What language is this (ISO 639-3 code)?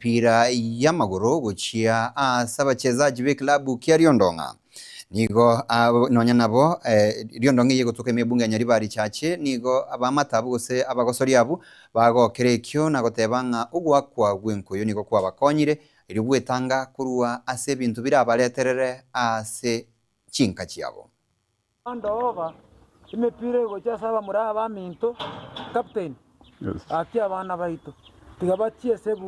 guz